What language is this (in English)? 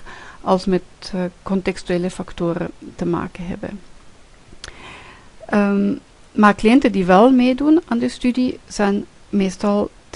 Dutch